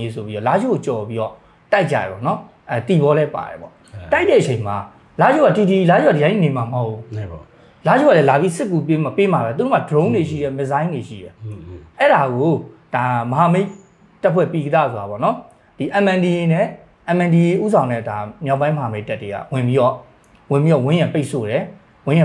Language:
Burmese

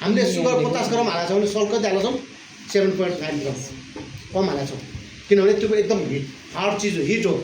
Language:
Nepali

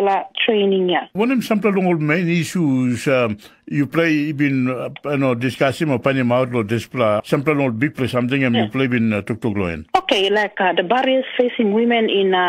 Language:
Tok Pisin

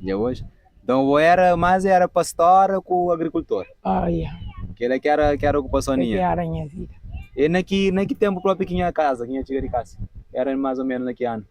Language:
Kabuverdianu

